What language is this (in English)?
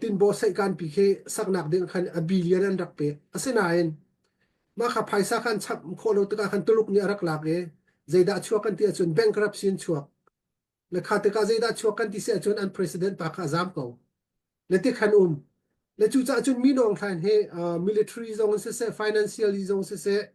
Hakha Chin